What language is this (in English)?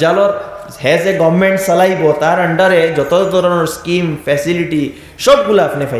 Sylheti